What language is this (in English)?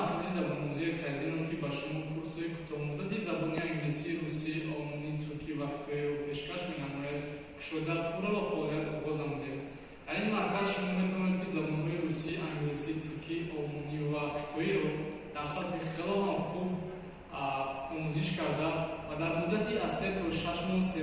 Tajik